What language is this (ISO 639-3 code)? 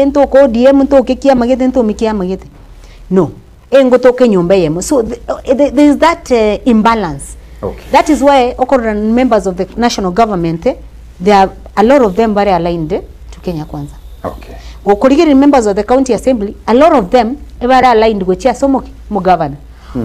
guz